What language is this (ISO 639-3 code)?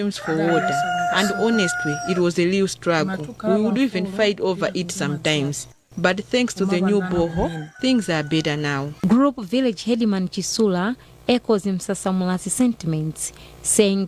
eng